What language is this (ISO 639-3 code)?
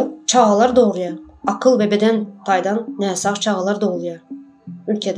tuk